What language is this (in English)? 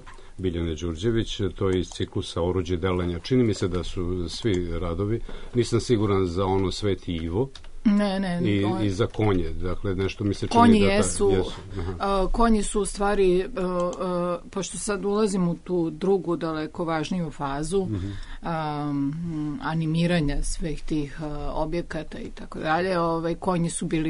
Serbian